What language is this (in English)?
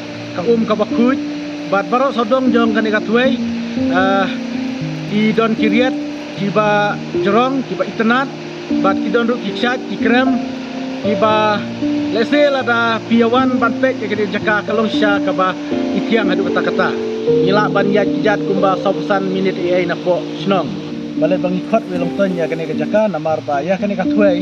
Khasi